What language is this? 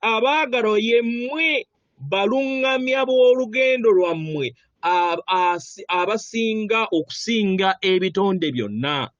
Ganda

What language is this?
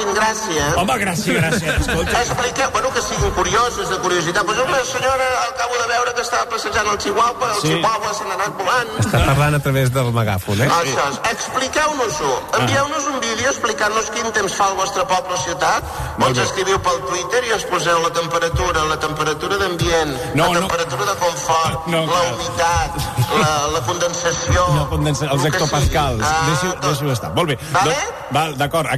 Catalan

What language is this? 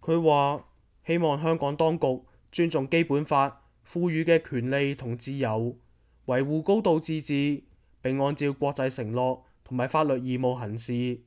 Cantonese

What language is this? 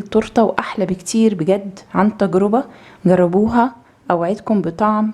Egyptian Arabic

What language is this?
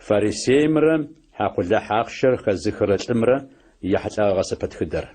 Adyghe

